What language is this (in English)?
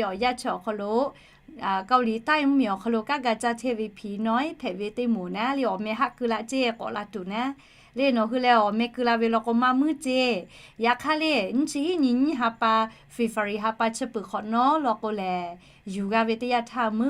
Lahu